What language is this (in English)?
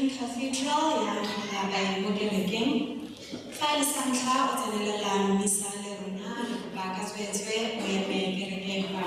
Tswana